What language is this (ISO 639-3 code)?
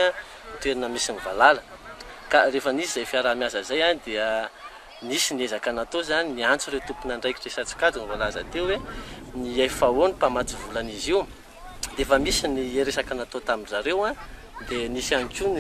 mlg